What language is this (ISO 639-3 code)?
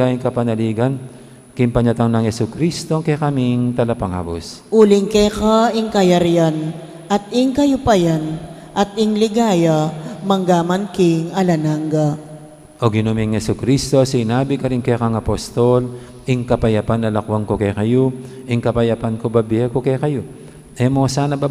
pam